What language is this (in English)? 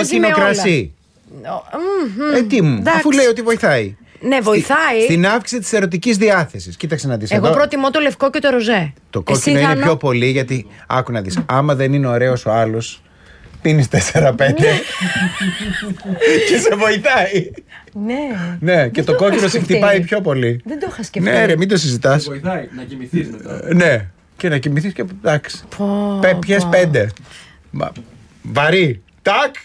Greek